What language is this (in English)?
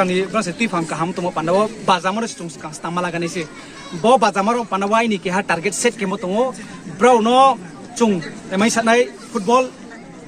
Riang (India)